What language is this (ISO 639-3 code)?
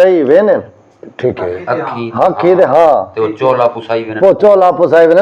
skr